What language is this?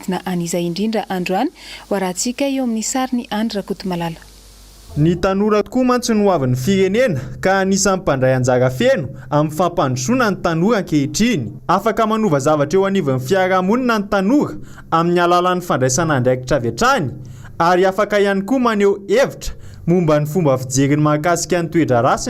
Malagasy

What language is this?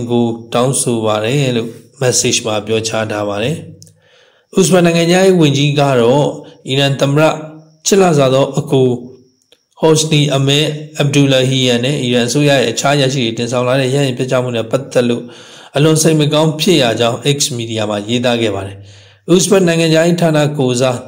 Burmese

